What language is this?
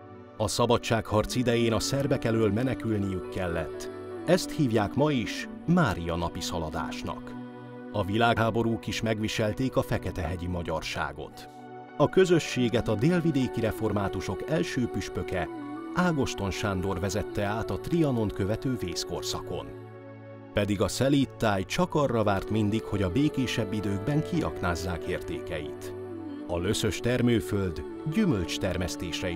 Hungarian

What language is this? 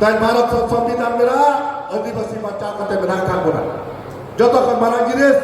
Santali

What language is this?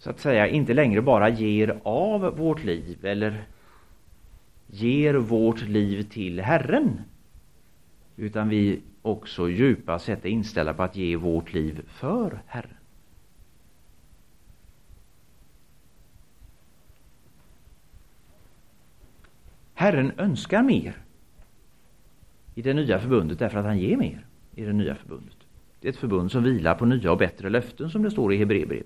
Swedish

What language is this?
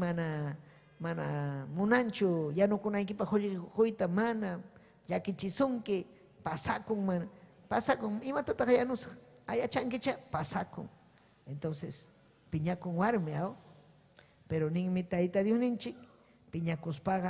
Ayacucho Quechua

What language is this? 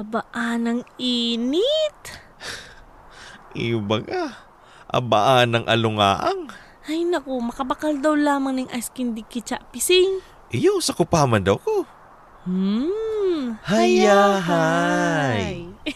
Bikol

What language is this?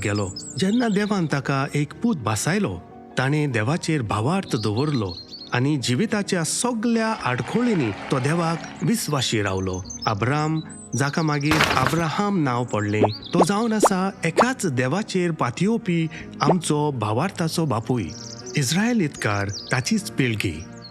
Konkani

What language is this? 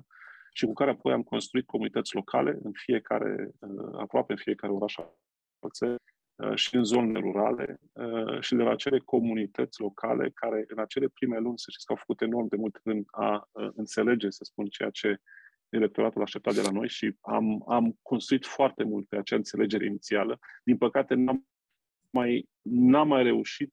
Romanian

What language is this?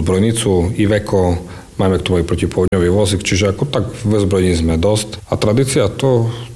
Slovak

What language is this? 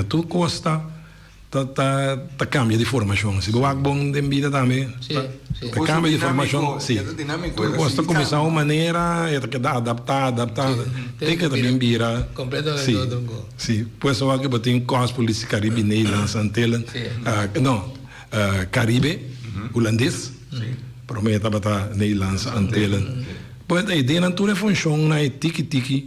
Papiamento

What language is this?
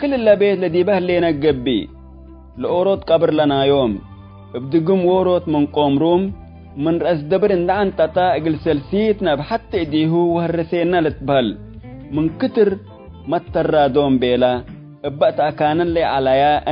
Tigre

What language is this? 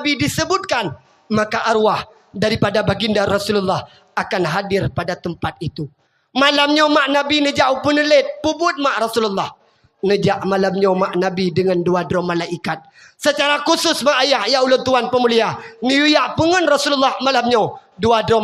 Achinese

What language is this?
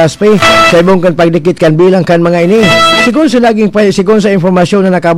Bikol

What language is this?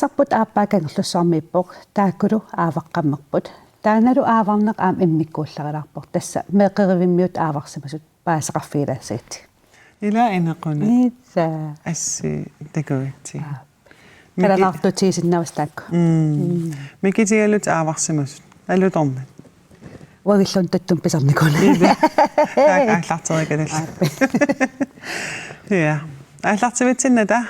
Kalaallisut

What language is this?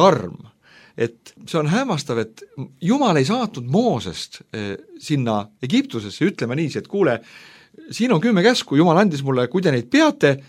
Estonian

